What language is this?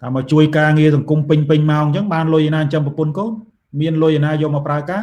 Khmer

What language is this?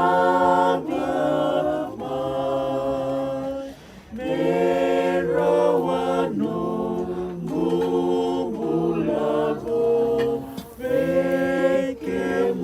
Fijian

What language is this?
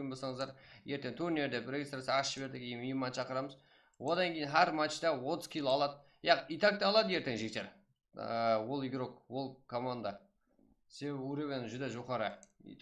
Kara-Kalpak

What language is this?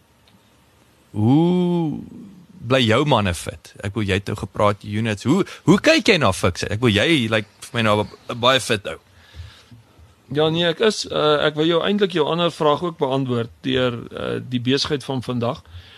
Afrikaans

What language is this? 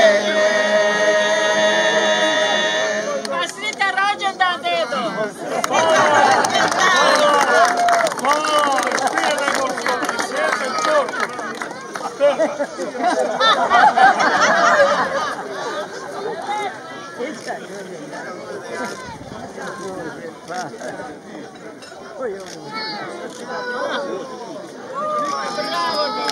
Croatian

